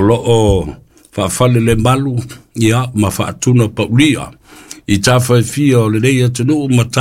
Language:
Samoan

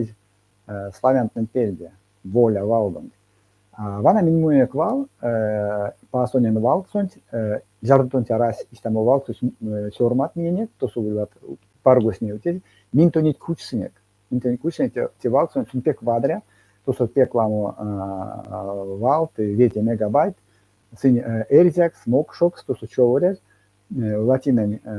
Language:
Erzya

